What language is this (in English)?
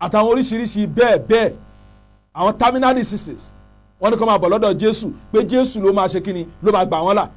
Yoruba